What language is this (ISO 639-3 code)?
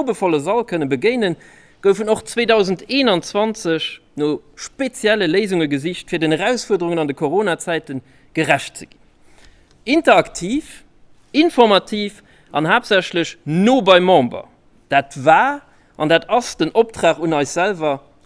ltz